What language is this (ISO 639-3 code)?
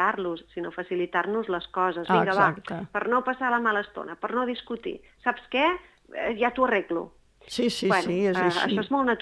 cat